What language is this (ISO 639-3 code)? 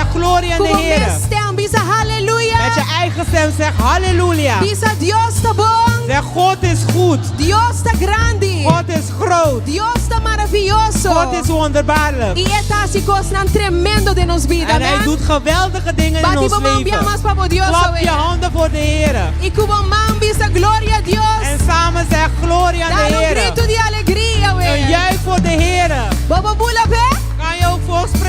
pap